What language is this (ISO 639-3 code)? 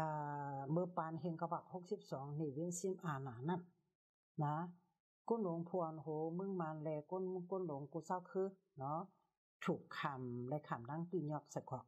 shn